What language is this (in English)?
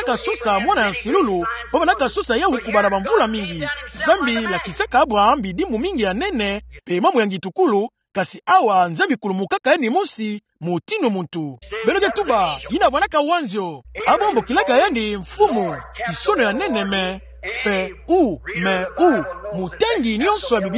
Kituba (Democratic Republic of Congo)